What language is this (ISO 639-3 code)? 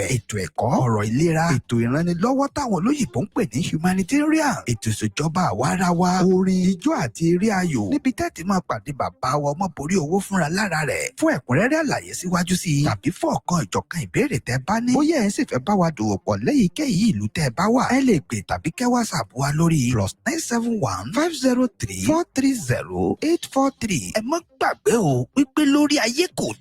yor